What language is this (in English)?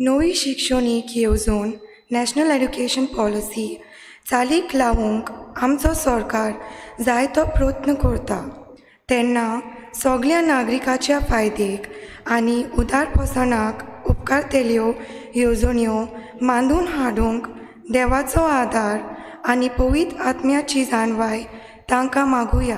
Konkani